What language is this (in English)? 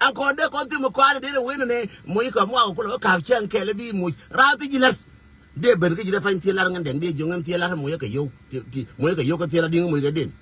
Nuer